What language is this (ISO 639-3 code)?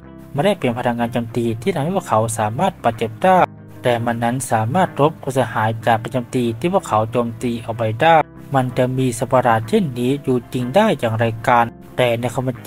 tha